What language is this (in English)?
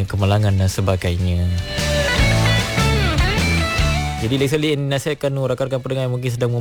Malay